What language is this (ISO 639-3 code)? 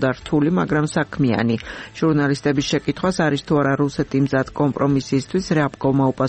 kat